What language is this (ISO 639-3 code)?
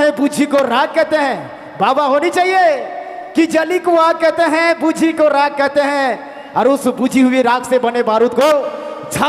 sck